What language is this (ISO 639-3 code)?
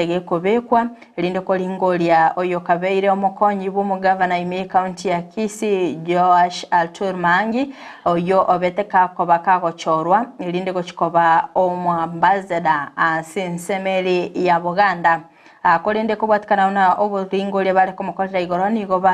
guz